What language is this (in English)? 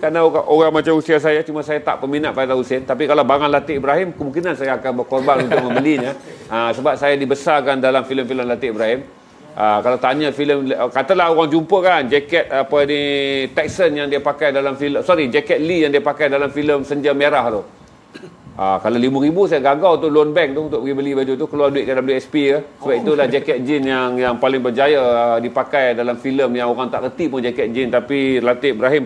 Malay